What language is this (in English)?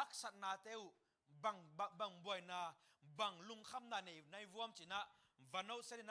Tedim Chin